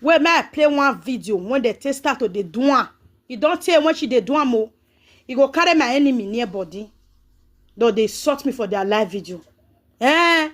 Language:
Nigerian Pidgin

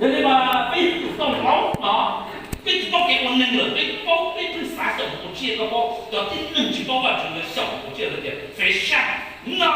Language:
Hmong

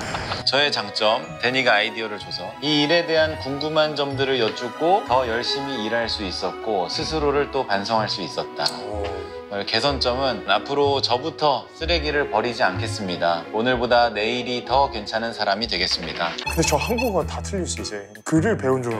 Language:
Korean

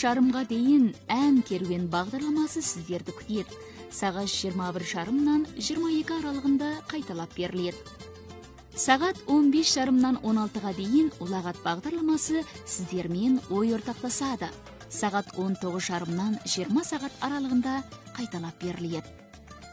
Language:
Kazakh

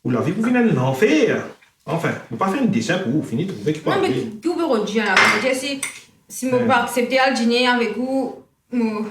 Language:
Morisyen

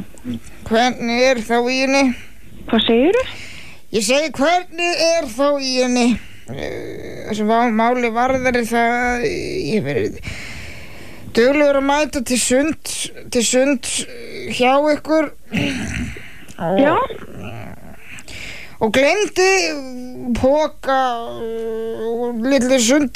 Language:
Icelandic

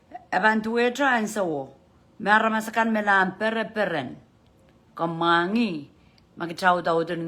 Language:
Pohnpeian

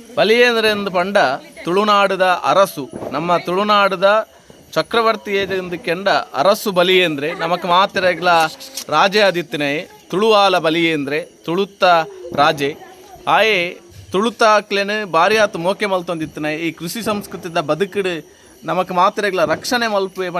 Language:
Tulu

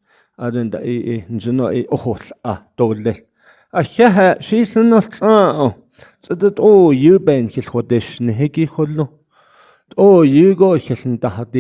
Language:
Navajo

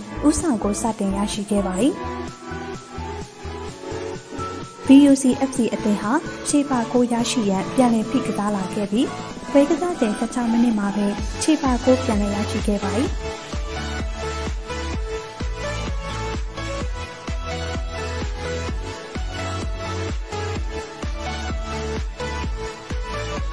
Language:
Burmese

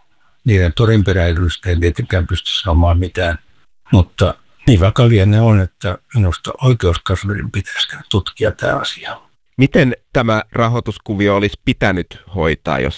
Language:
Finnish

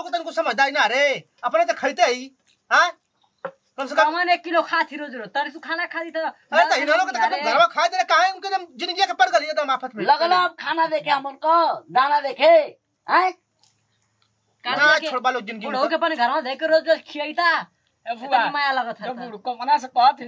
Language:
Bhojpuri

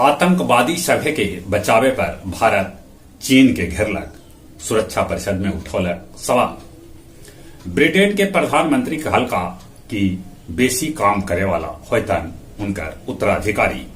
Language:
Magahi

